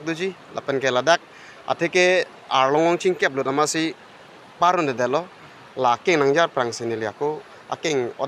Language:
Karbi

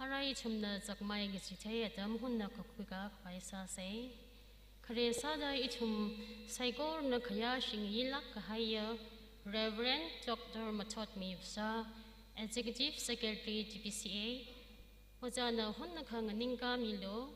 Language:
Tangkhul Naga (India)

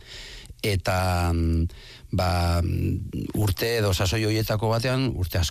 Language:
Basque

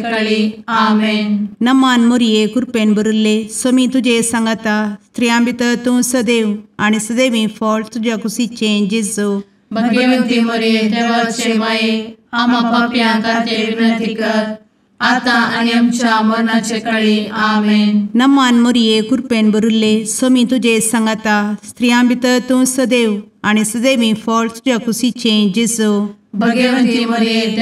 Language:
Konkani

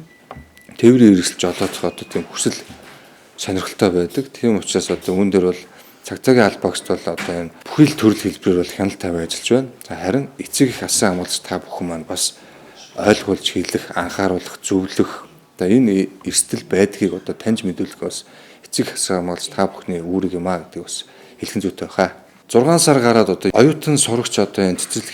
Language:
Mongolian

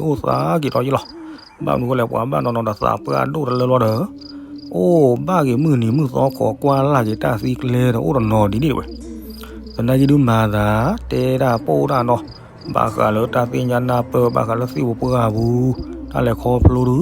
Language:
S'gaw Karen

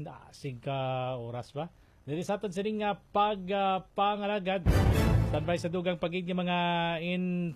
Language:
Hiligaynon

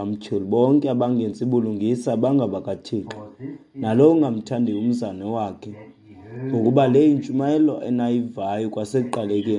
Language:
Xhosa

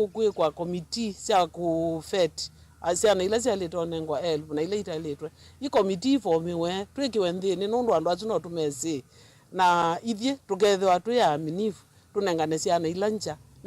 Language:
Kamba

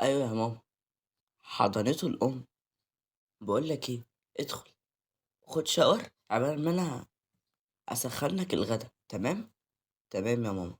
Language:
Egyptian Arabic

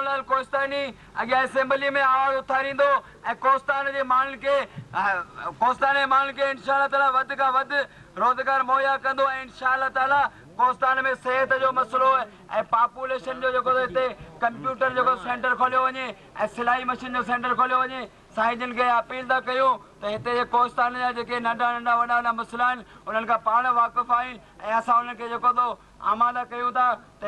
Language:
Sindhi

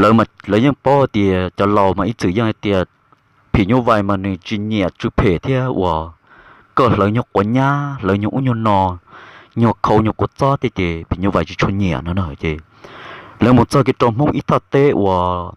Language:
Hmong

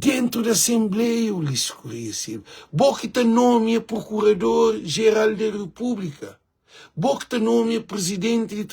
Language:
Kabuverdianu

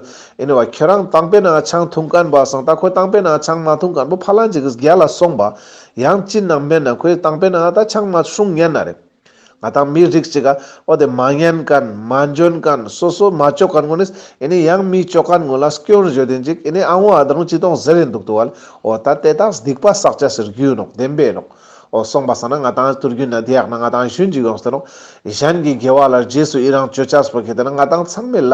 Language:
Ladakhi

